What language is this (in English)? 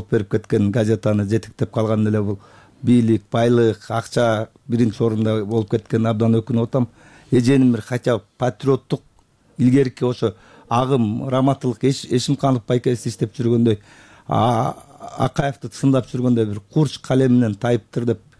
Kyrgyz